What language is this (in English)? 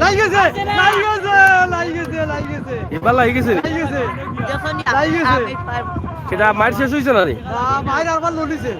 Sylheti